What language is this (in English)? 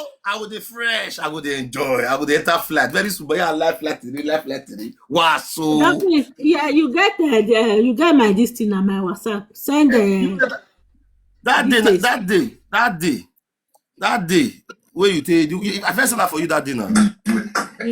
Nigerian Pidgin